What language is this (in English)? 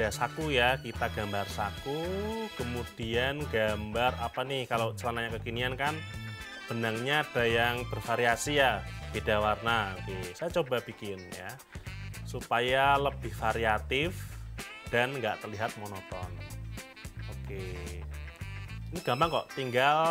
Indonesian